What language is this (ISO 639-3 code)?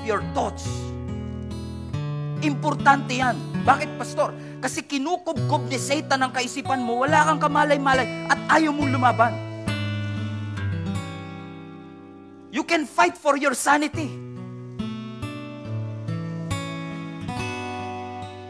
fil